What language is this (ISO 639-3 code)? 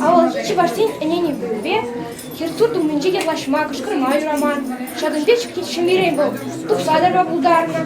chv